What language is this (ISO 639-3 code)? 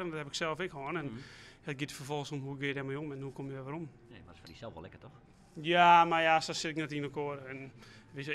fry